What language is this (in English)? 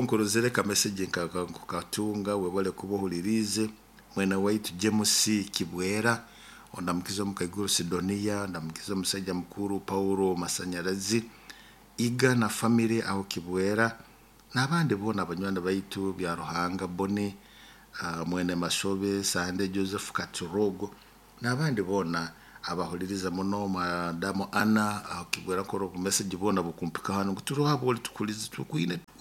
Nyoro